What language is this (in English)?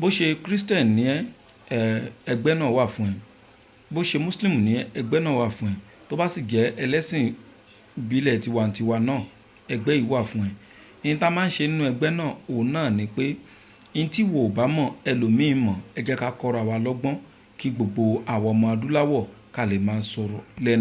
Yoruba